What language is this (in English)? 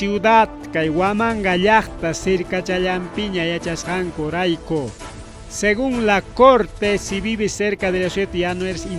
Ayacucho Quechua